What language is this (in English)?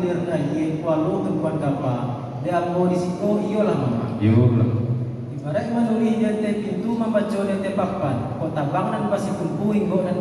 Minangkabau